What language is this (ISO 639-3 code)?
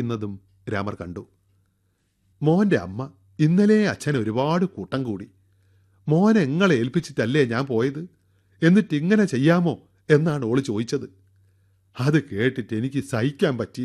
mal